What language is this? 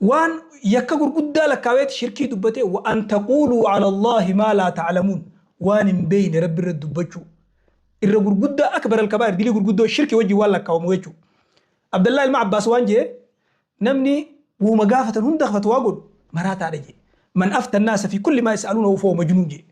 Oromo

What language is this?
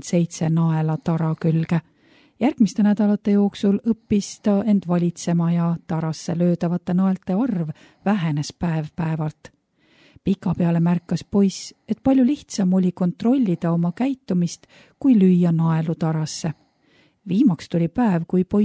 Estonian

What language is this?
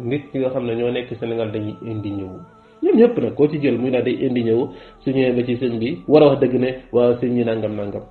Wolof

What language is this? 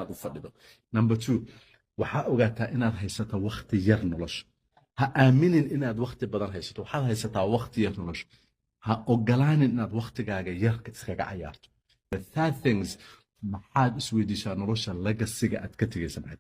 Somali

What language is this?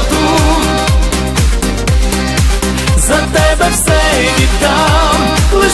Ukrainian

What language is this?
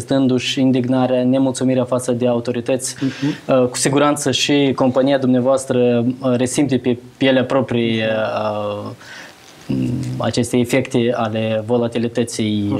Romanian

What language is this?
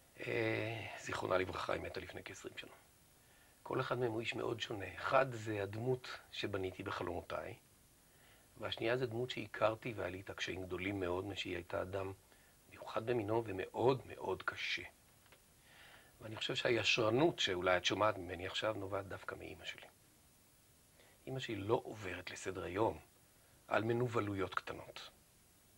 Hebrew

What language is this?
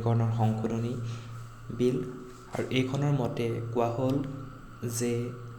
Assamese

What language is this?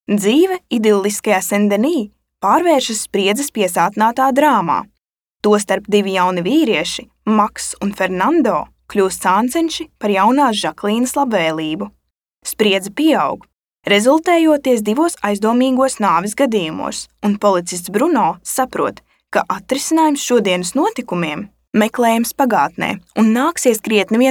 Latvian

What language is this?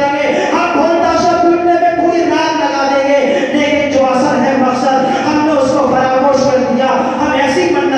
Urdu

